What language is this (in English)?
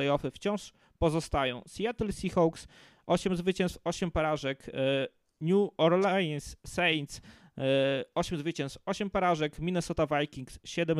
Polish